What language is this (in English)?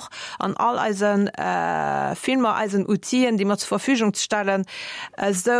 Luxembourgish